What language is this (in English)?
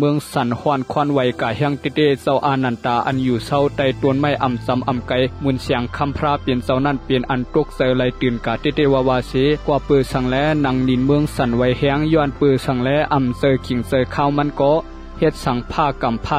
Shan